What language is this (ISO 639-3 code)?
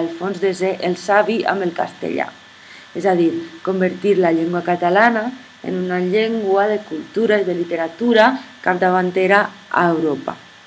cat